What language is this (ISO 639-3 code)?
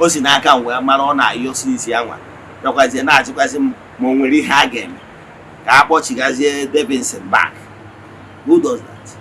ibo